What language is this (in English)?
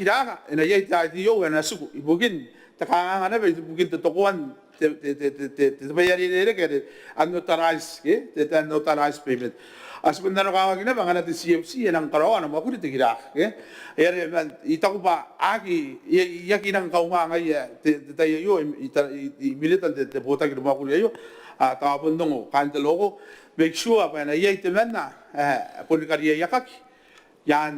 Gilbertese